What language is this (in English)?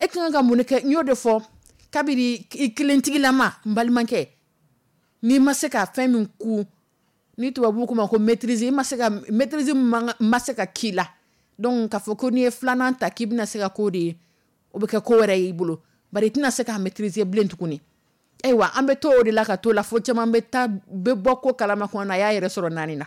Dyula